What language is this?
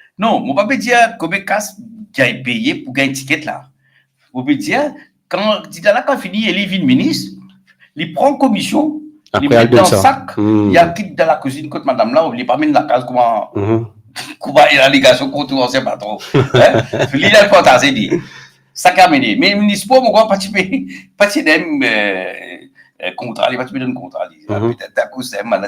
Morisyen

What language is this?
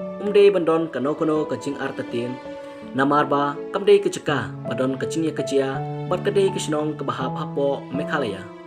Khasi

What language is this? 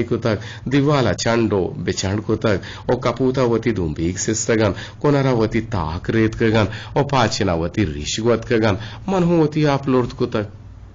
Eastern Balochi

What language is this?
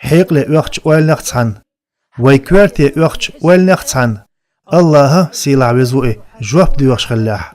Chechen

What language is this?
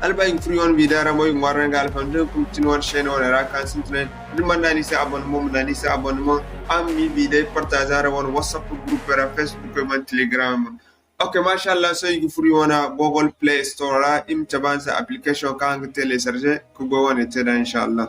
Zarma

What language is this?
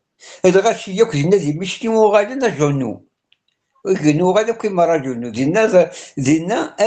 Kabyle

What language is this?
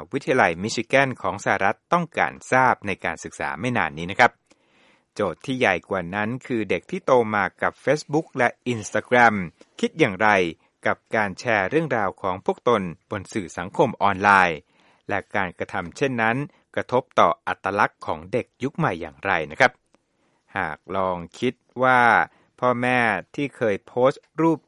Thai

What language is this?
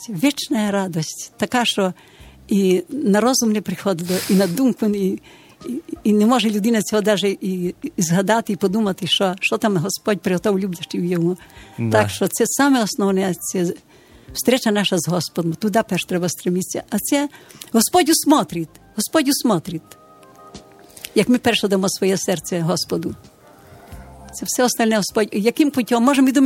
Ukrainian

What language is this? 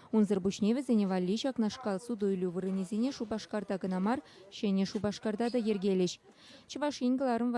Chuvash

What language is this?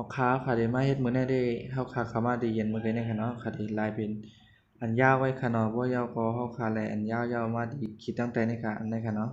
Shan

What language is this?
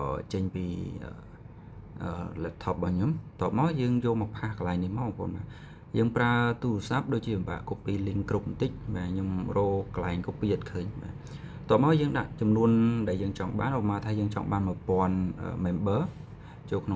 Khmer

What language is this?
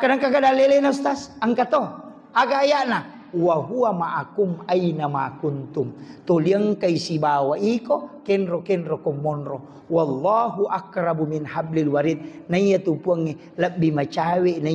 Buginese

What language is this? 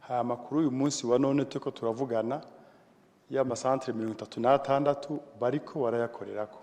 Rundi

